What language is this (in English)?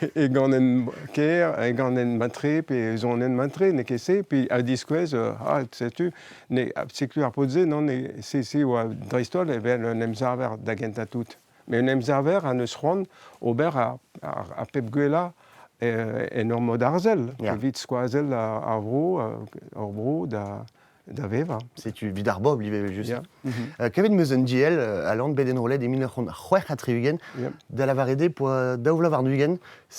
Breton